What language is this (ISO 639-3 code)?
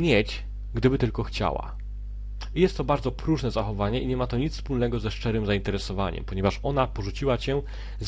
pol